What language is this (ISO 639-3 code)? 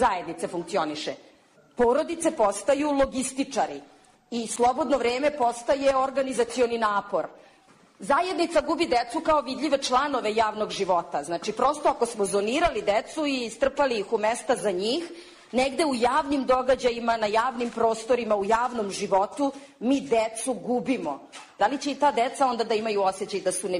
srp